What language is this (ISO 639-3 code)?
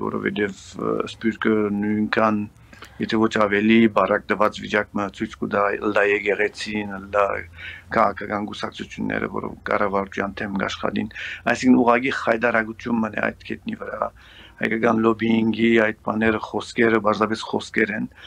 hye